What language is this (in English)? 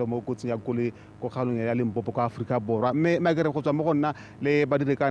Tswana